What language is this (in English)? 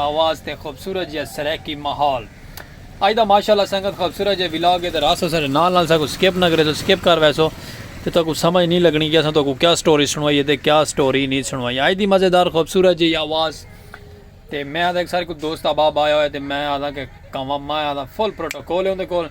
Saraiki